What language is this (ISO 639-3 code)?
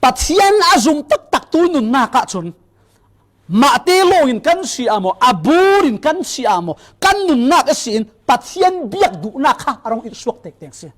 cfm